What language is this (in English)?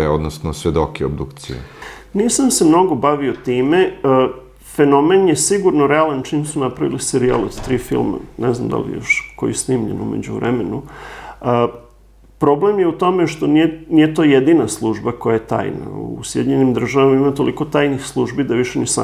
Serbian